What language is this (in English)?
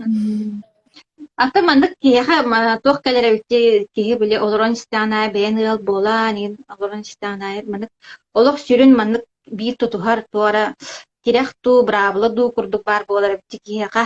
Yakut